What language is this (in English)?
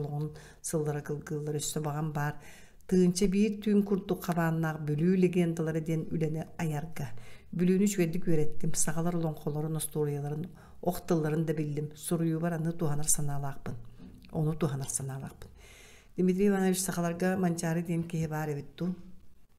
Yakut